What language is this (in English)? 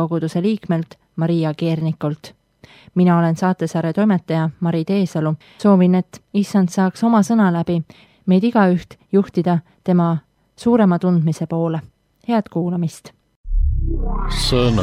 Estonian